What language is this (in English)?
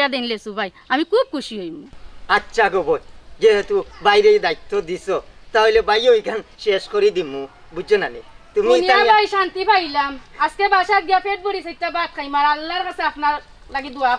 Sylheti